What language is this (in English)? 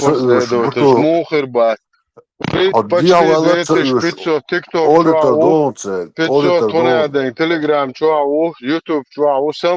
Chechen